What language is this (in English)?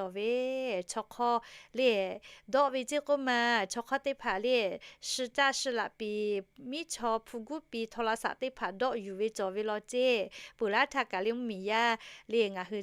Lahu